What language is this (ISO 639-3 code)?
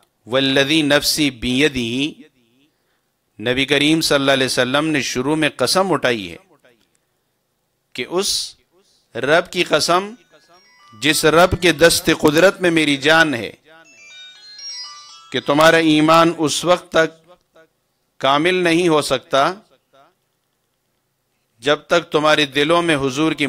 urd